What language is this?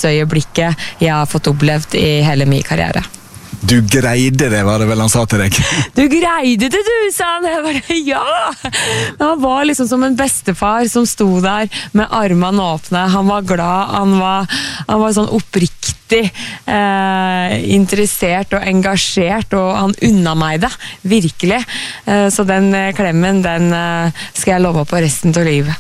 Norwegian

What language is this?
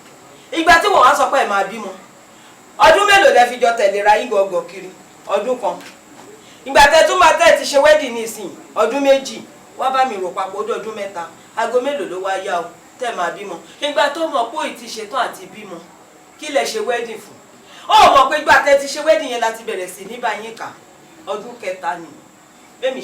Yoruba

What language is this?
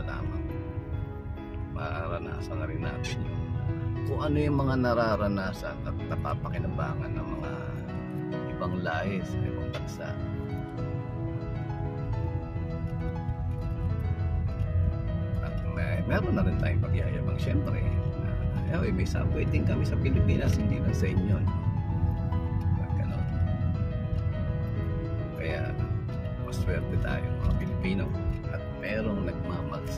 Filipino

